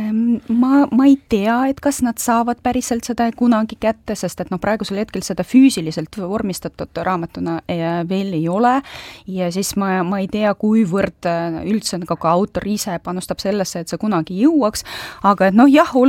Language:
Estonian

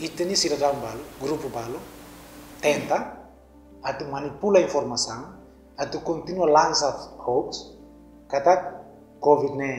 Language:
Tetum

